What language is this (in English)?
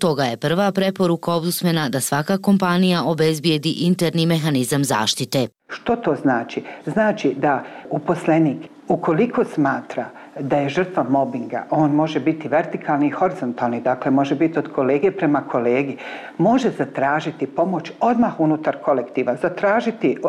Bosnian